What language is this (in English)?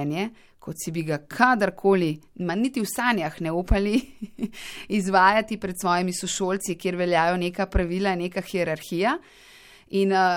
Slovenian